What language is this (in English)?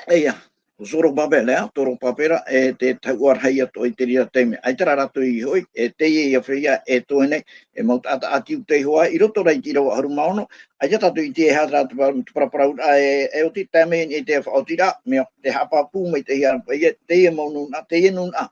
Tahitian